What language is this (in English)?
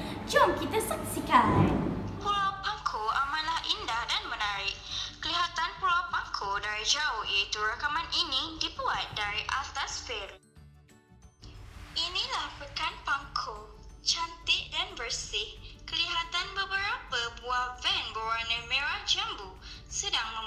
Malay